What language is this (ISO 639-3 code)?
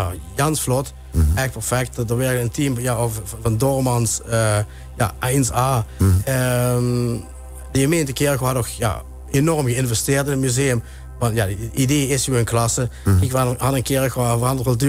lim